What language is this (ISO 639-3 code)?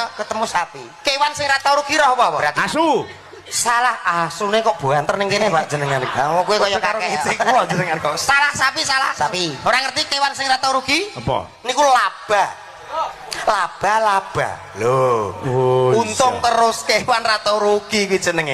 jav